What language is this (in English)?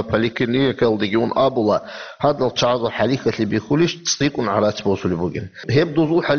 Avaric